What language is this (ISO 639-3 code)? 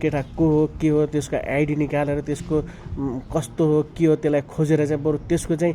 nep